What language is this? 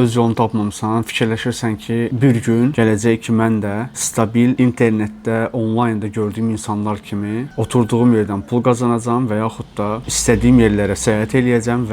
Azerbaijani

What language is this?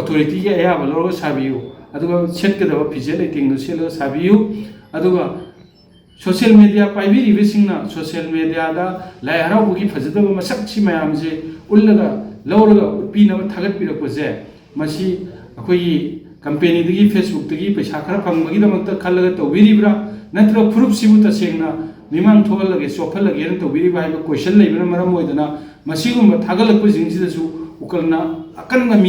Manipuri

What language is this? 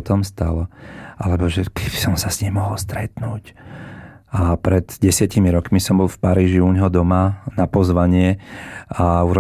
Slovak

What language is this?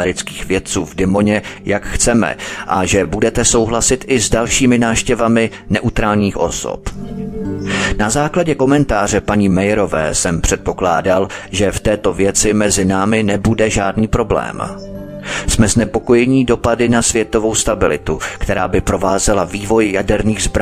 Czech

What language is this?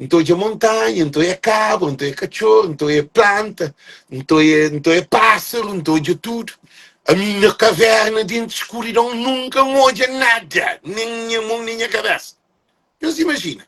Kabuverdianu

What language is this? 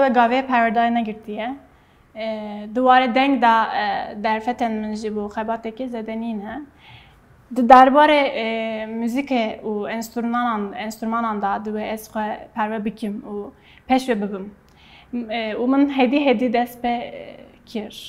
Kurdish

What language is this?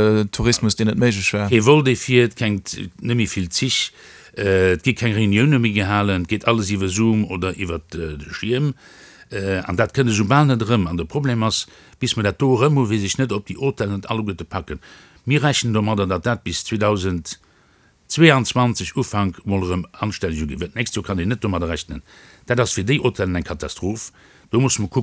Luxembourgish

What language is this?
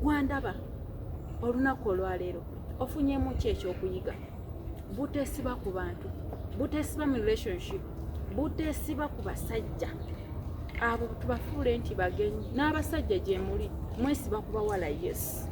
Ganda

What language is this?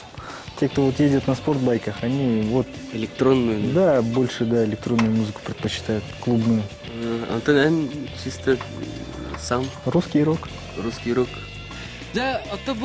Yakut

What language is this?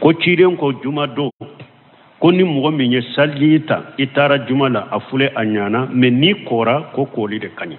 Bambara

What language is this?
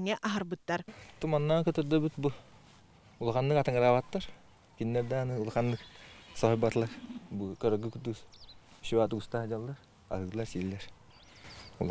Yakut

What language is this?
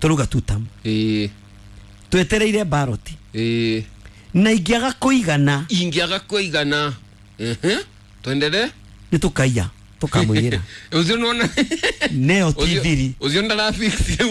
Kikuyu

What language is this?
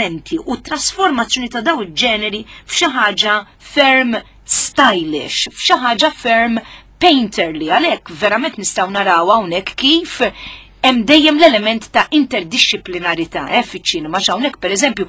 Maltese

